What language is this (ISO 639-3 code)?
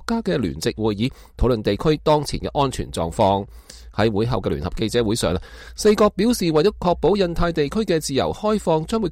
yue